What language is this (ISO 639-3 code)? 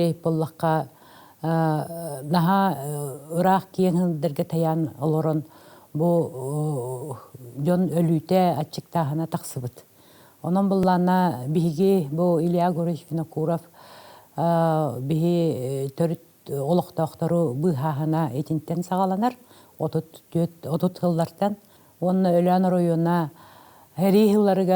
sah